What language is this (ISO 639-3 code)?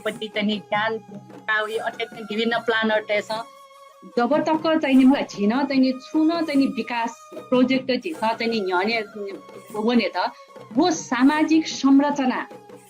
new